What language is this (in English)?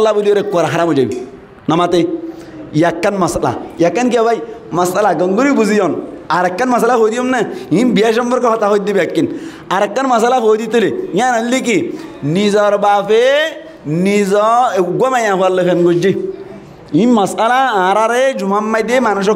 Rohingya